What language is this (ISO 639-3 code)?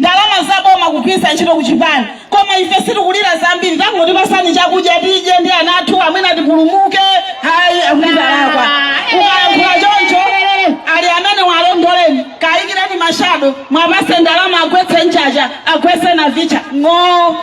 nya